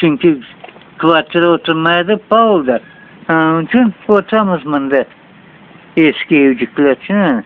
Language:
Crimean Tatar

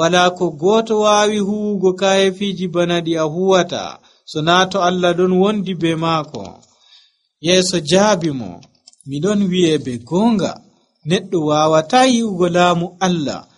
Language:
Nigerian Fulfulde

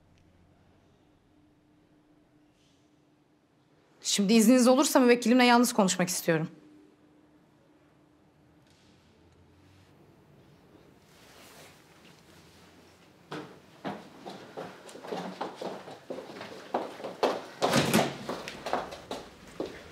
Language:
Turkish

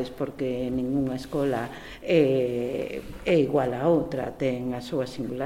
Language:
Galician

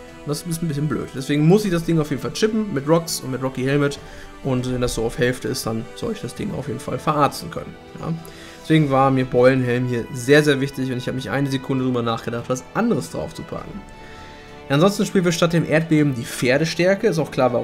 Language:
German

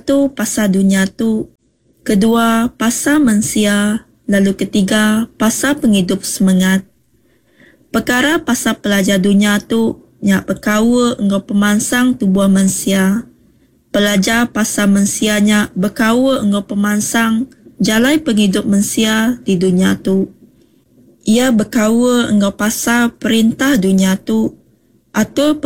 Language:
Iban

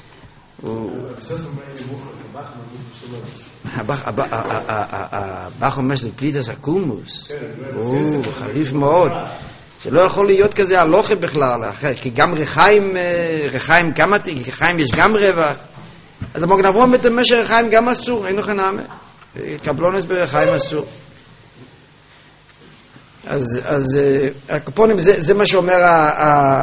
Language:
Hebrew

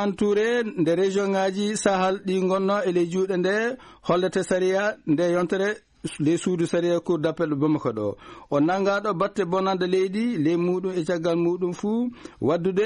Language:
Fula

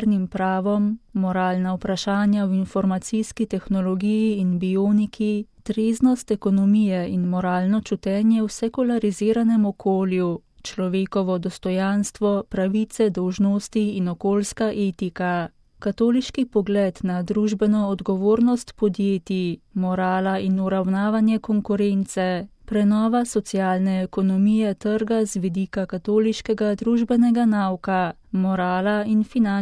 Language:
Slovenian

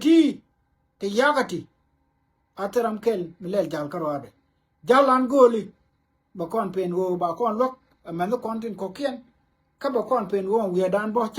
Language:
Nuer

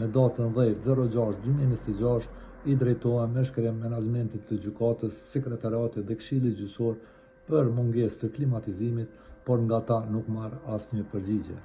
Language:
Albanian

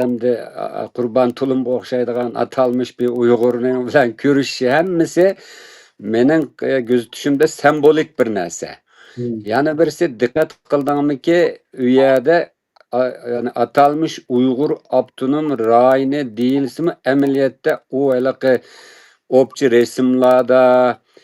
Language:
Uyghur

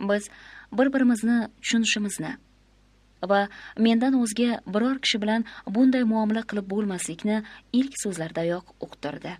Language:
Uzbek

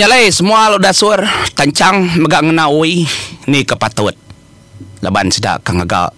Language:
Iban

